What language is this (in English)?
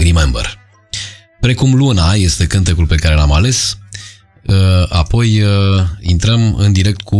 Romanian